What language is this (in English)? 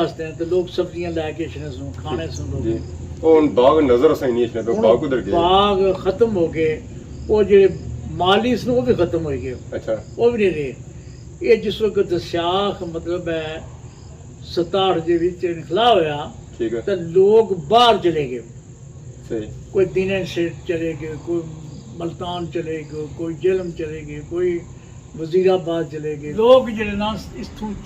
Pahari-Potwari